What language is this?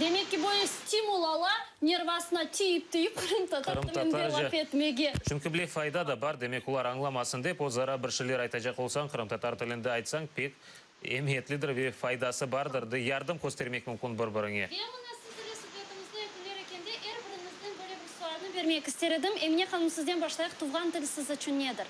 Crimean Tatar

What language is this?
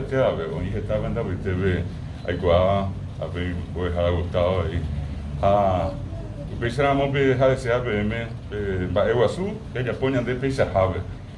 Guarani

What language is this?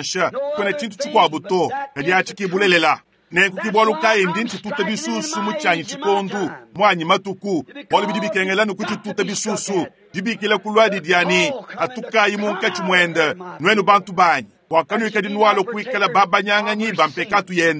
Luba-Lulua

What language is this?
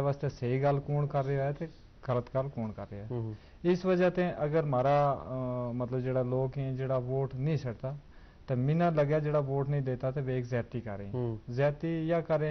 Gujari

